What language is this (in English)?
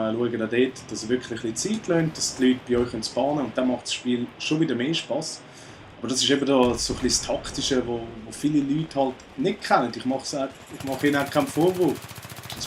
Swiss German